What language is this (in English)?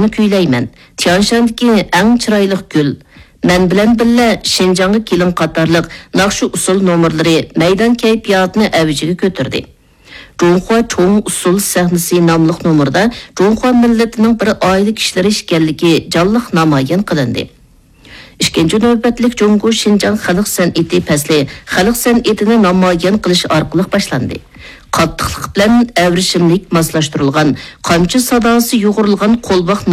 Uyghur